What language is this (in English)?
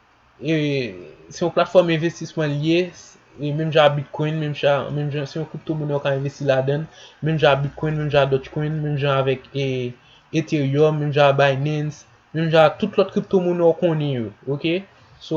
Haitian Creole